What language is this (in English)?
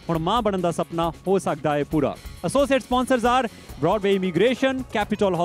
Punjabi